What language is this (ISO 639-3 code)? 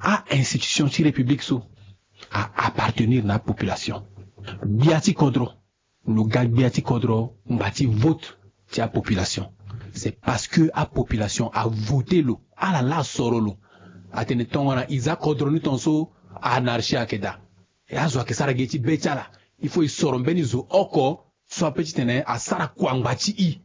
sag